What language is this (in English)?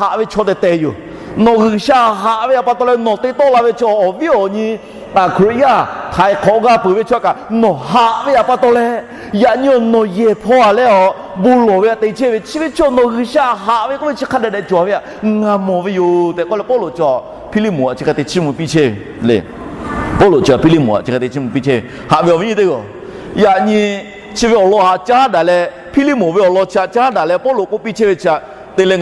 Lahu